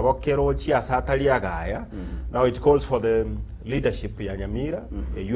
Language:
Gusii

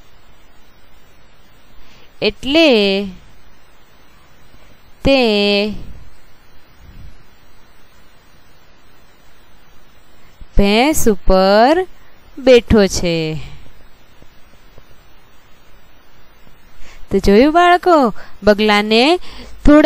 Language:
Gujarati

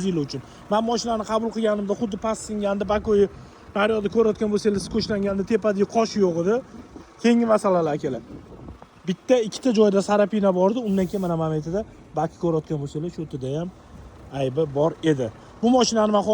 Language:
Uzbek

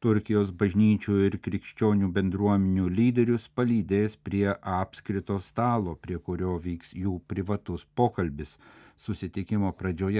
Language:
Lithuanian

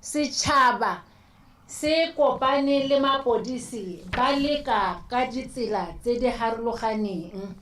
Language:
Tswana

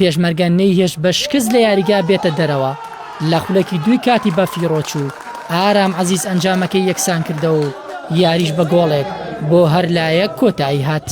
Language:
Central Kurdish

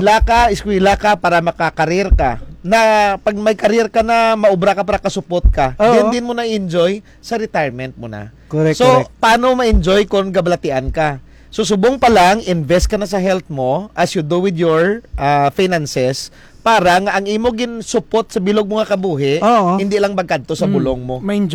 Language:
Hiligaynon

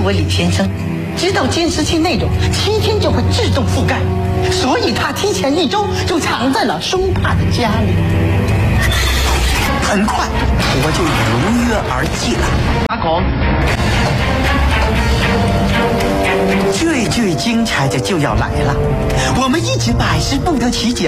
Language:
Chinese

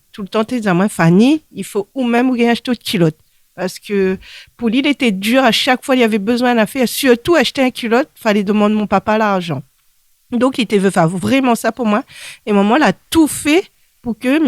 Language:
Réunion Creole French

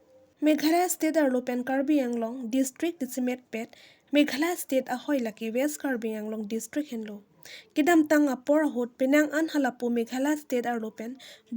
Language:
Karbi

